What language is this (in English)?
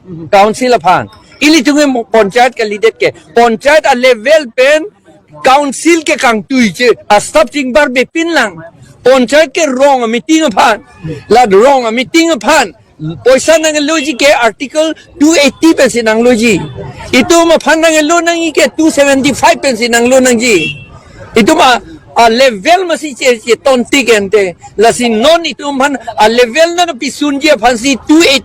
Karbi